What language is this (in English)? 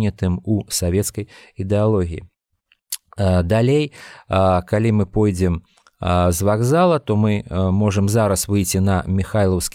Belarusian